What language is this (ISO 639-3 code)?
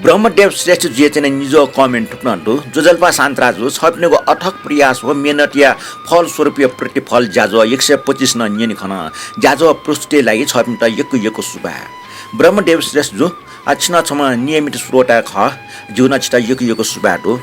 new